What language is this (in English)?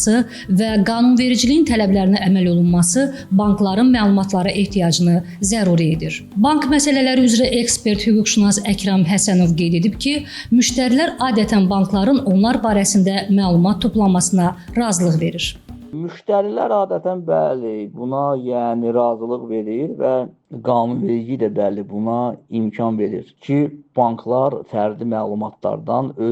Azerbaijani